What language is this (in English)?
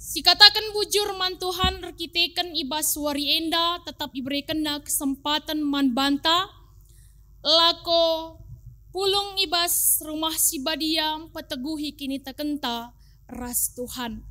Batak Karo